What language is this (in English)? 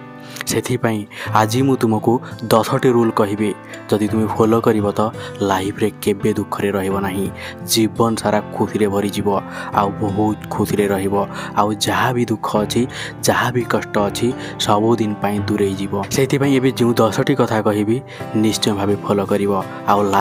Odia